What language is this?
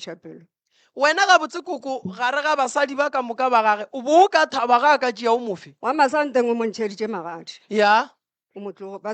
Northern Sotho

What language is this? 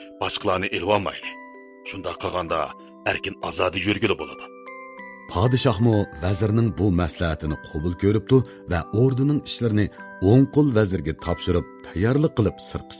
Uyghur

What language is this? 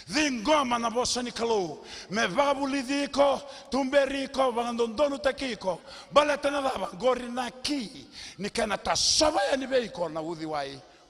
Fijian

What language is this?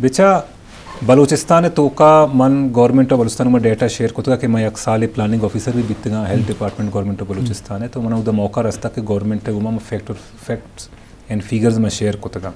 Eastern Balochi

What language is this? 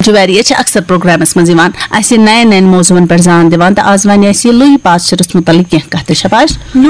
Kashmiri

